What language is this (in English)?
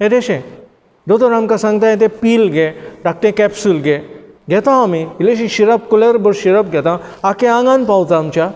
Konkani